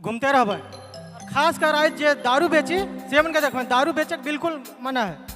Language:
Sadri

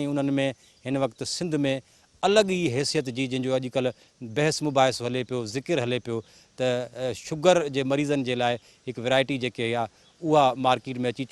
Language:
Sindhi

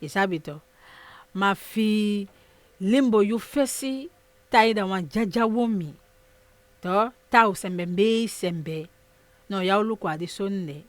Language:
Saramaccan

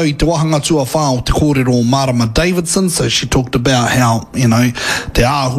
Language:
Māori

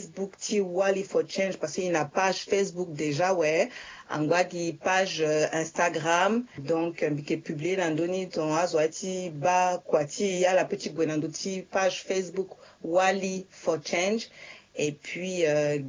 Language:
Sango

